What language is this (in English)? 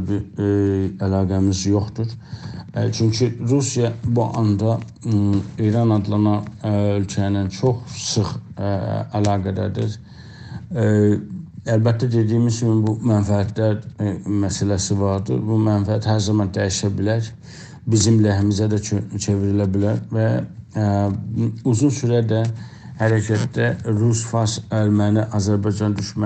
South Azerbaijani